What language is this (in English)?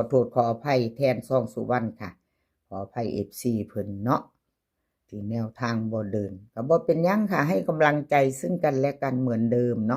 Northeastern Thai